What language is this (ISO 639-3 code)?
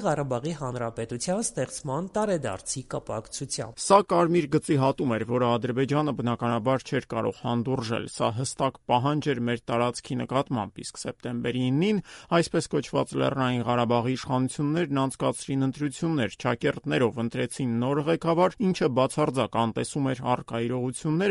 hye